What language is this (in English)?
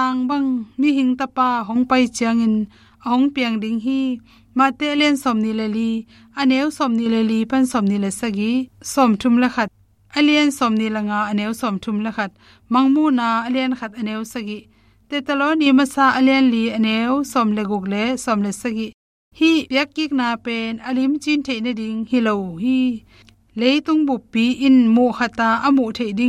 Tedim Chin